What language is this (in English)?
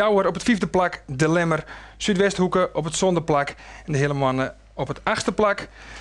Western Frisian